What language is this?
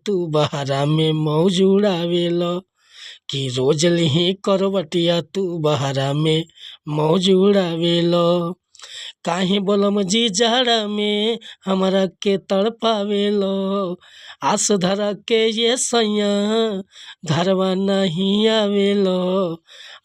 Bhojpuri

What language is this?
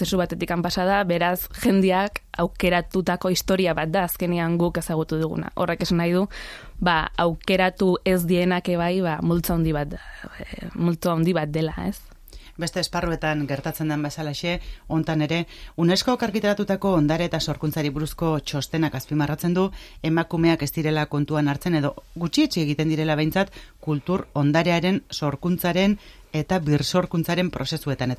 Basque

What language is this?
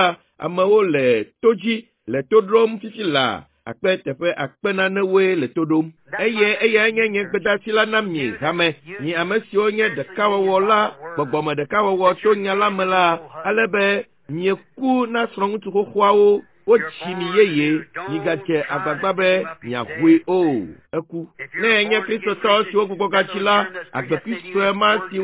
Ewe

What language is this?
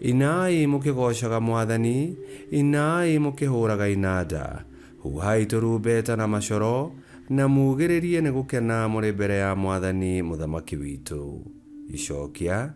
Kikuyu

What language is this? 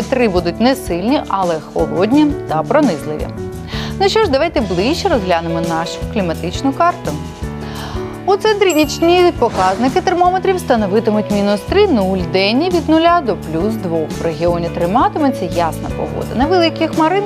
Ukrainian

